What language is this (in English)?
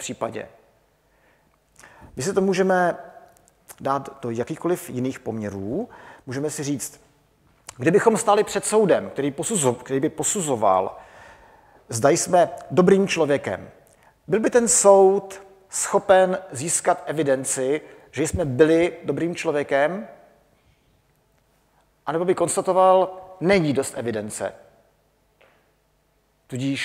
Czech